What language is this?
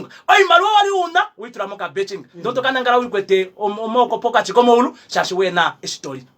Kuanyama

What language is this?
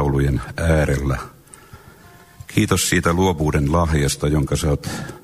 Finnish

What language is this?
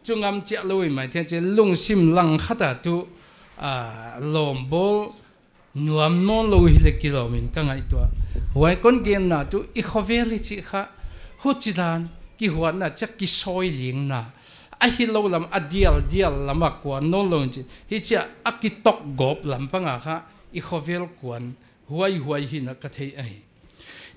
Paite Chin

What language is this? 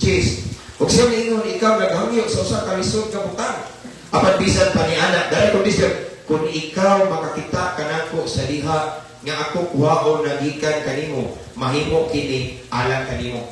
Cebuano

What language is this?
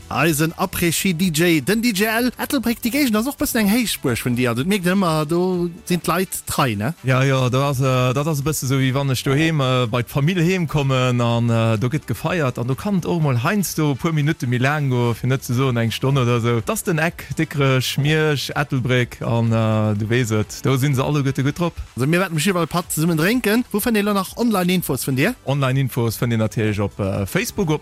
Luxembourgish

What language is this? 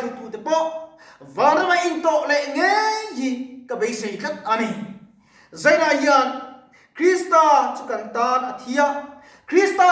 Mizo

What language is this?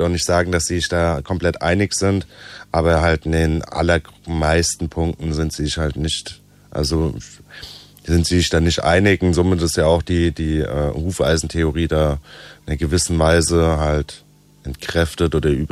German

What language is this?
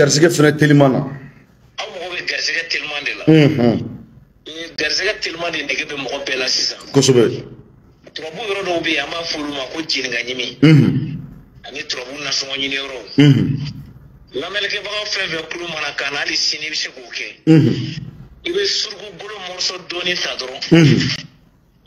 Bambara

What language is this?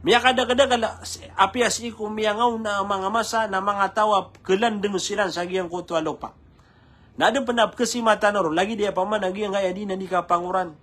Maranao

